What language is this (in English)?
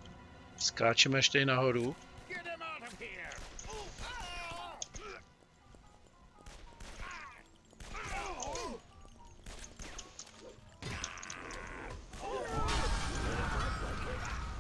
Czech